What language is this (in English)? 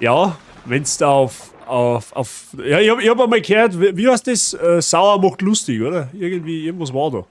Bavarian